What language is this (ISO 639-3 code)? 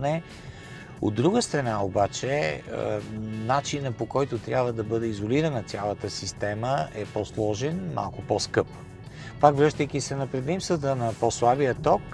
bul